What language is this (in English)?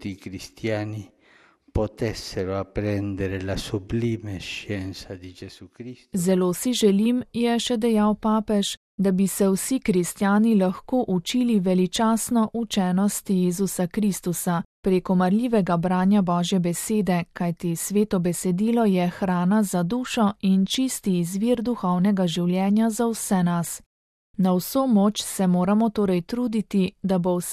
Slovenian